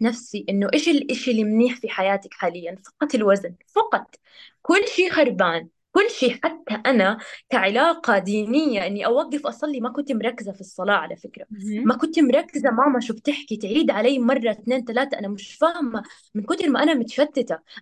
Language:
North Levantine Arabic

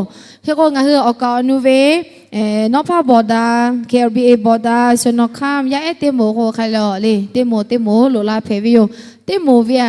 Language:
Lahu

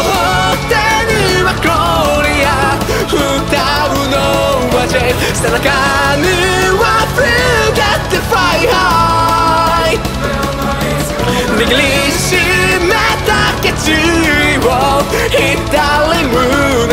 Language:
Japanese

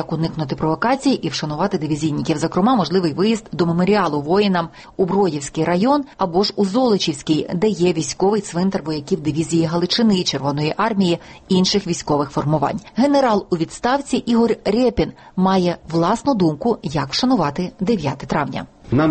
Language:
Ukrainian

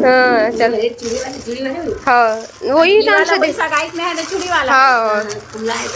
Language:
Chhattisgarhi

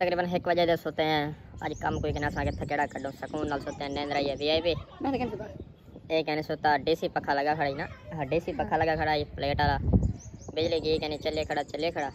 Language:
Saraiki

